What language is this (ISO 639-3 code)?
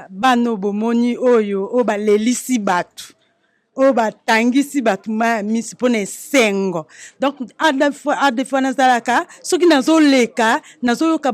lin